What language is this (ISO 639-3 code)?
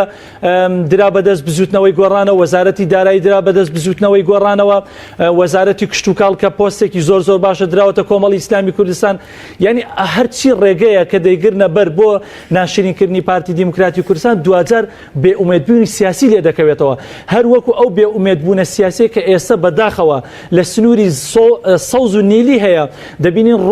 ckb